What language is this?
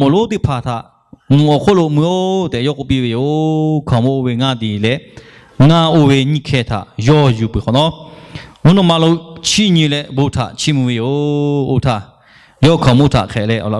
Lahu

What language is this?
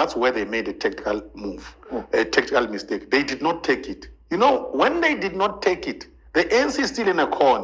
Zulu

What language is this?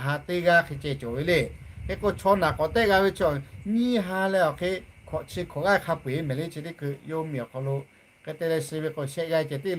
Lahu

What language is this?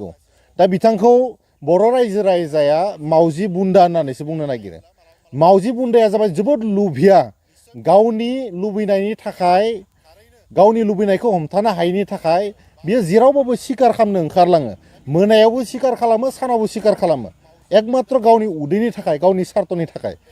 Bodo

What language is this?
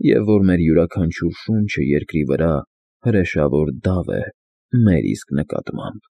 Armenian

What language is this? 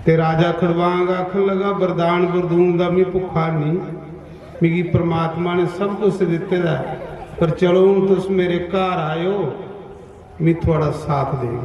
Dogri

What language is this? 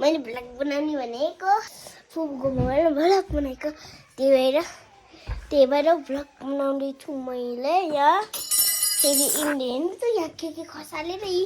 Nepali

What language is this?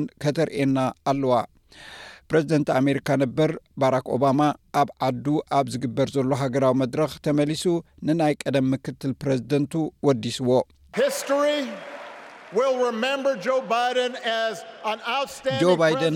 Tigrinya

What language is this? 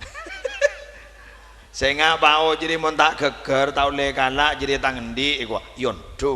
Madurese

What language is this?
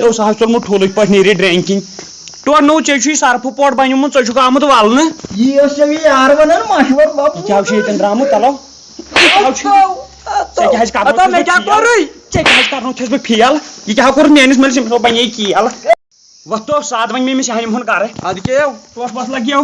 Kashmiri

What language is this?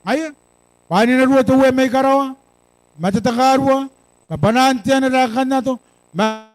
Gilbertese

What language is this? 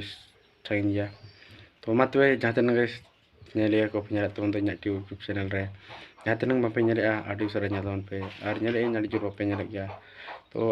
Santali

